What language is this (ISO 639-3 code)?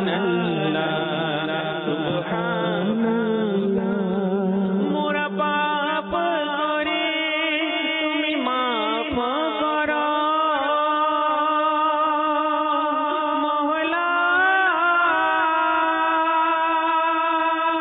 ben